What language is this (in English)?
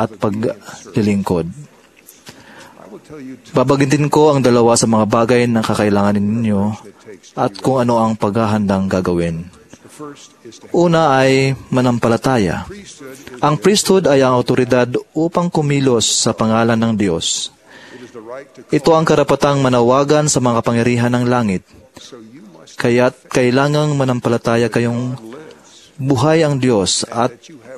Filipino